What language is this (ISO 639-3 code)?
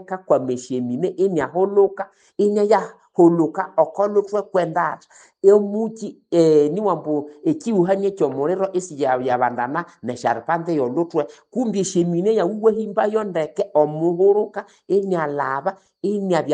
nnb